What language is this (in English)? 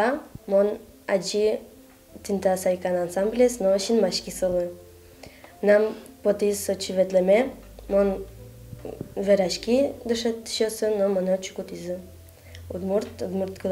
Udmurt